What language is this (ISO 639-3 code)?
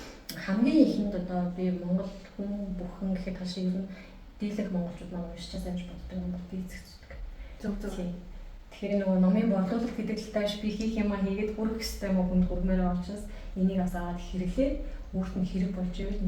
mon